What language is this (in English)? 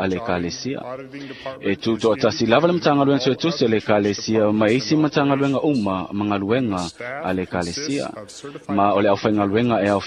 Samoan